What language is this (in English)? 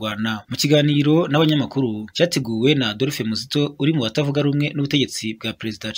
Kinyarwanda